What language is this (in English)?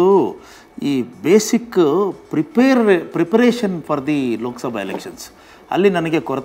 Kannada